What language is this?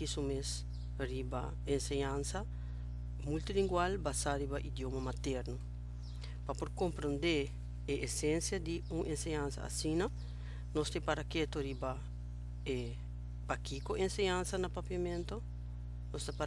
Papiamento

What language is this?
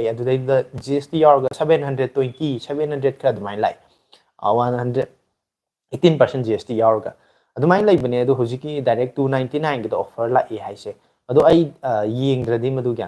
Manipuri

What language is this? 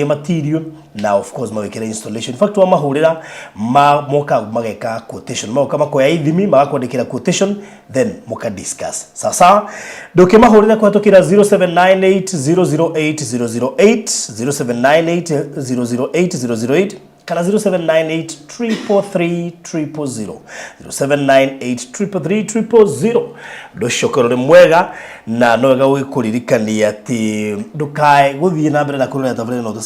Kikuyu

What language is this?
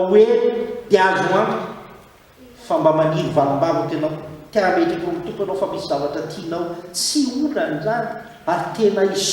Malagasy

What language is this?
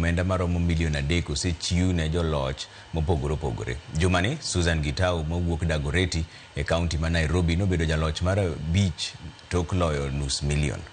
Luo (Kenya and Tanzania)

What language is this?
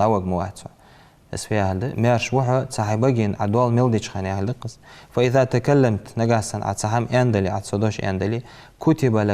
Ingush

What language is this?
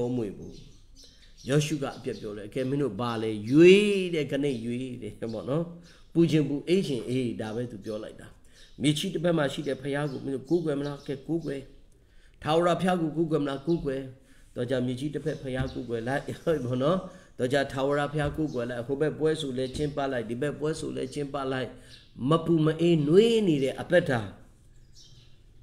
Burmese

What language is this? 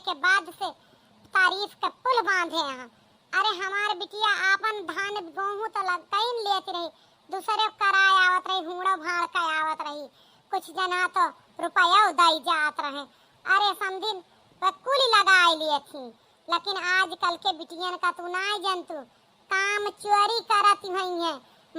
Awadhi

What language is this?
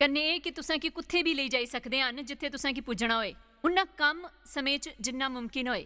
Dogri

